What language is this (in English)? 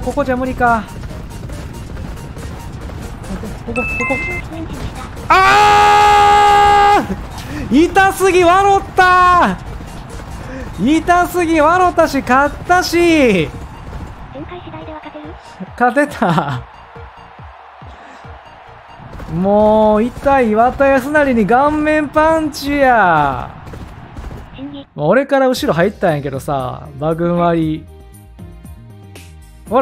Japanese